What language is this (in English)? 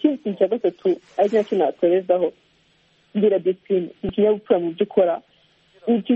Kinyarwanda